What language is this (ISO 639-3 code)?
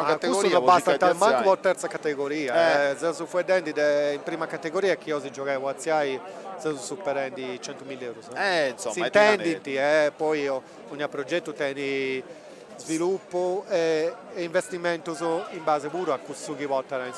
srd